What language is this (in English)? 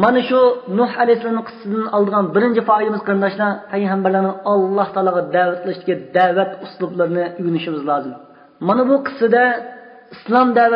Uyghur